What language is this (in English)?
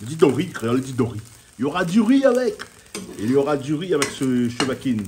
Réunion Creole French